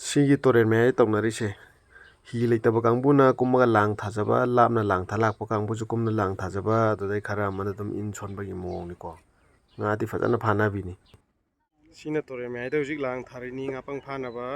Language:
Manipuri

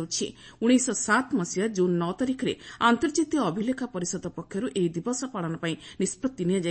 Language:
Odia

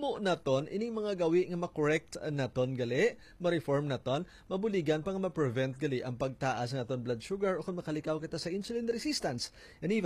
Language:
Hiligaynon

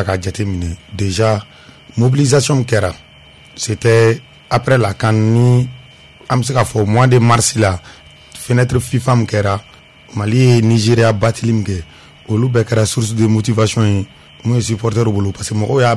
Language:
Bambara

